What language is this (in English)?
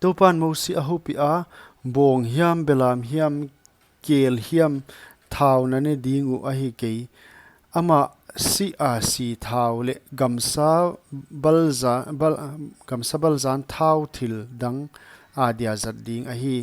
Paite Chin